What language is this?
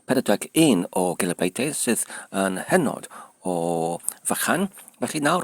Welsh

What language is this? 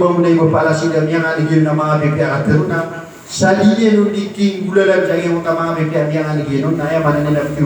Maranao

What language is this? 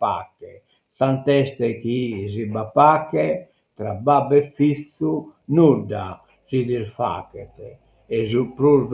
Sardinian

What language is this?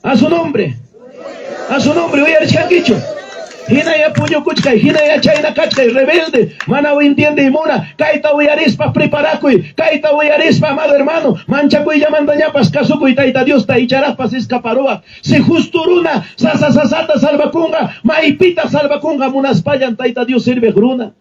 Ayacucho Quechua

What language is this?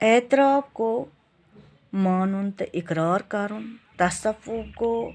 Kashmiri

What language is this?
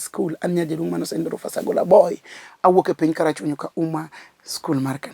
Luo (Kenya and Tanzania)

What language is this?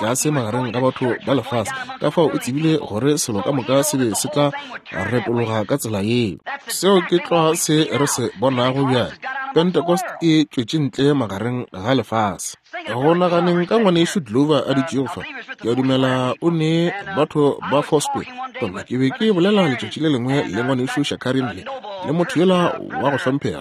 Northern Sotho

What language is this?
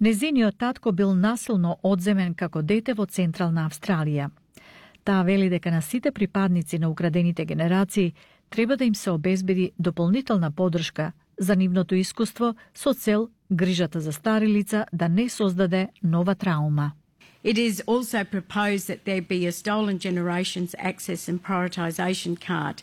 Macedonian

